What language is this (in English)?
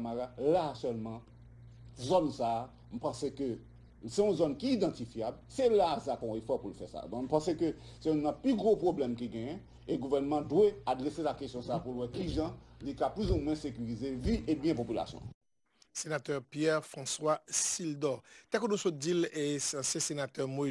Haitian Creole